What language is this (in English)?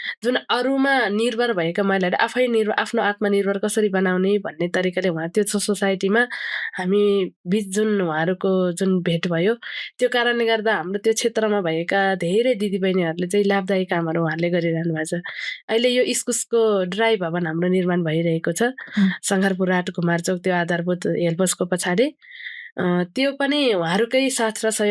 Nepali